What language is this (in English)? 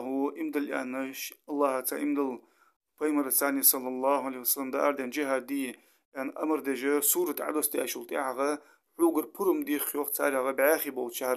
Ingush